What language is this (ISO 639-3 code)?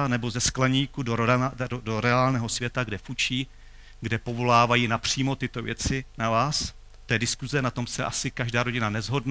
ces